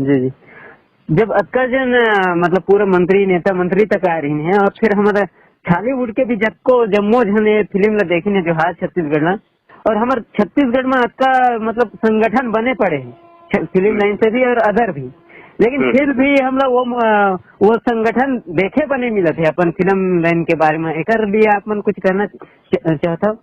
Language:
Chhattisgarhi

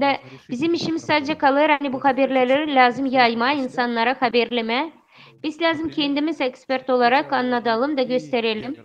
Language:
Gagauz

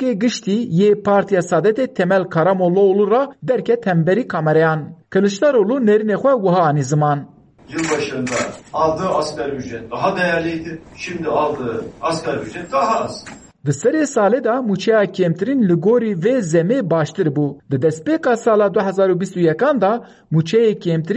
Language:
Kurdish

